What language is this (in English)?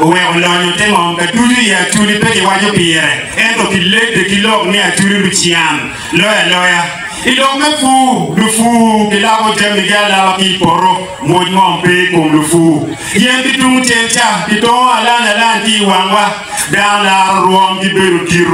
Acoli